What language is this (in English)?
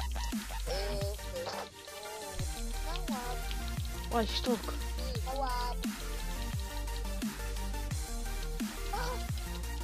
Hebrew